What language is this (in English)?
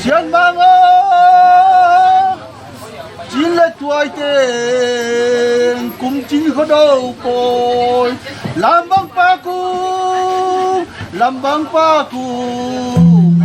Tedim Chin